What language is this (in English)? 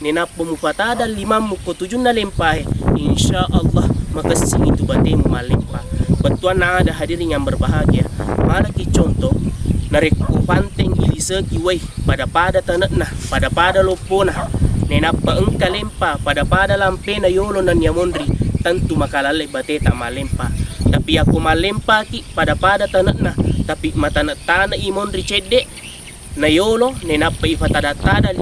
Buginese